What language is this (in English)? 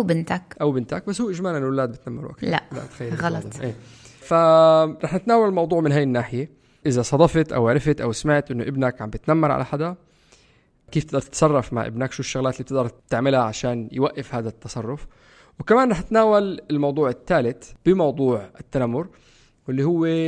North Levantine Arabic